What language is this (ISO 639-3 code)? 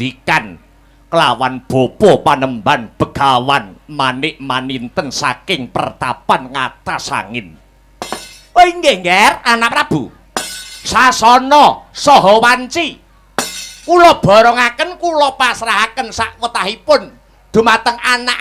jav